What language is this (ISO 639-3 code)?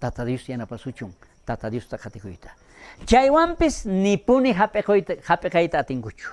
quh